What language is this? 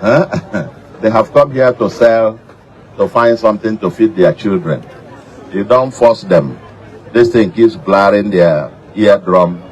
Igbo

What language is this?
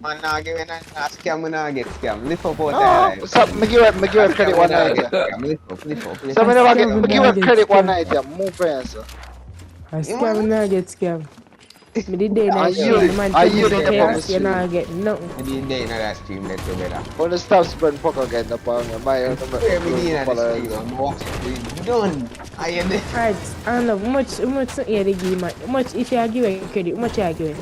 Jamaican Creole English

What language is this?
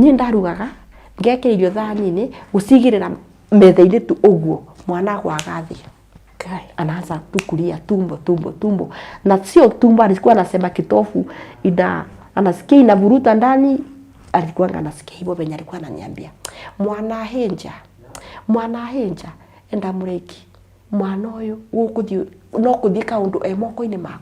Kikuyu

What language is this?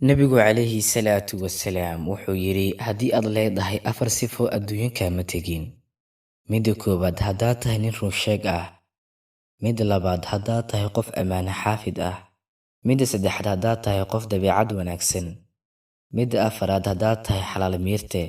Somali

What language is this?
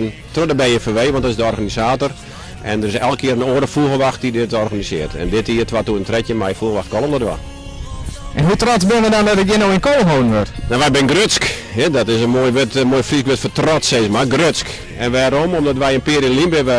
Western Frisian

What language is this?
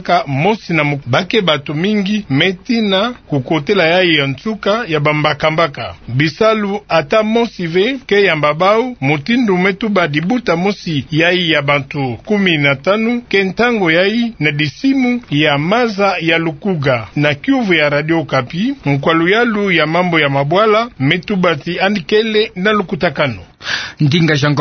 Kituba (Democratic Republic of Congo)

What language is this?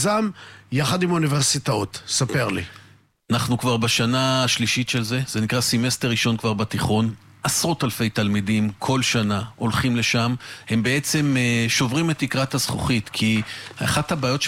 Hebrew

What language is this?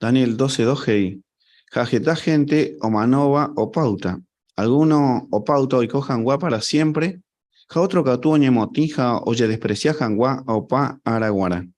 Guarani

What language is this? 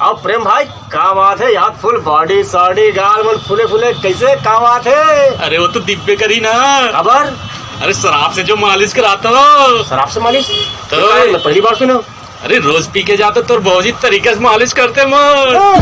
Chhattisgarhi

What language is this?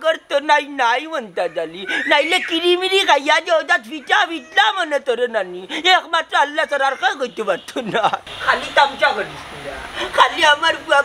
Sylheti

